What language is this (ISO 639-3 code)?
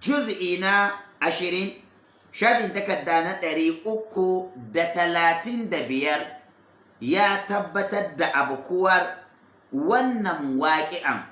hau